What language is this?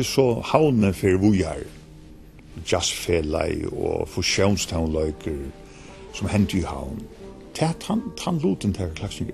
Faroese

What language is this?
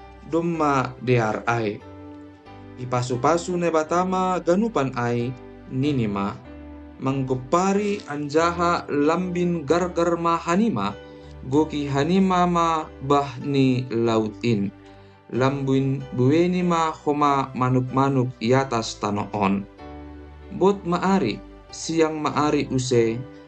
Batak Simalungun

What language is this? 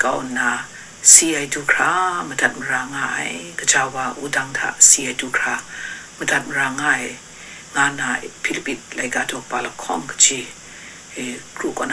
Kachin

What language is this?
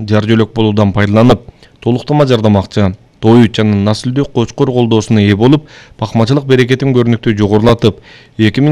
Kyrgyz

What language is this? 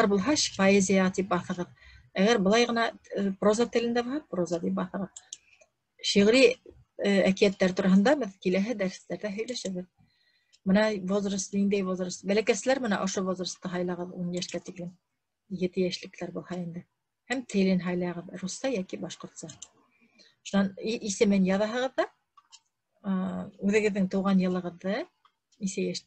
Bashkir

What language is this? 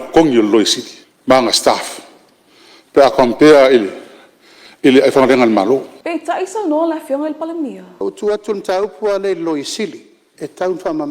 Samoan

